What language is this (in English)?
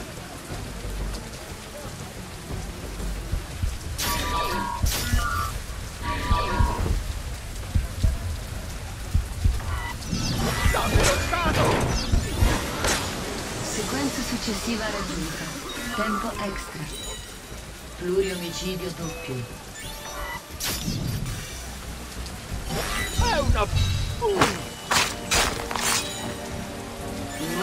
Italian